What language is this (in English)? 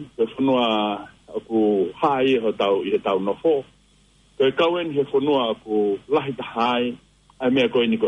Tongan